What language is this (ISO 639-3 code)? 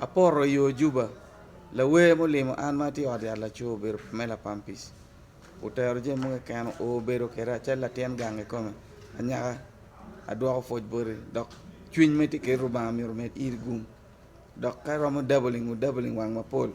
ach